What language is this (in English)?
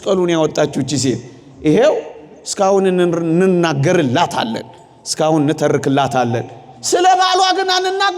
Amharic